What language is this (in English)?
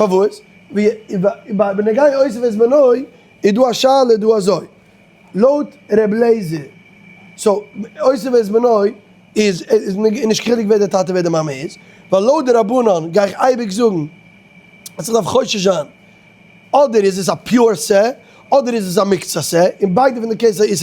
Yiddish